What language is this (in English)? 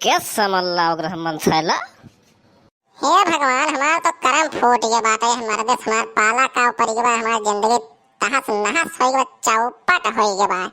Awadhi